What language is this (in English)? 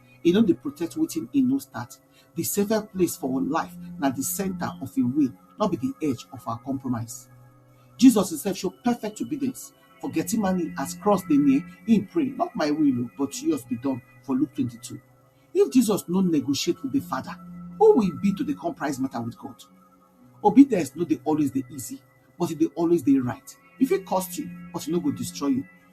Nigerian Pidgin